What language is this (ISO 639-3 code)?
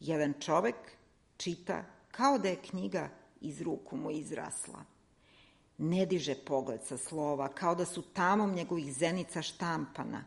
srp